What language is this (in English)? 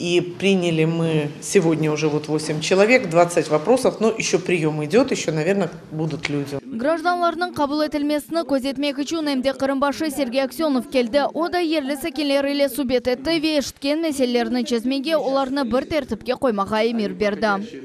Crimean Tatar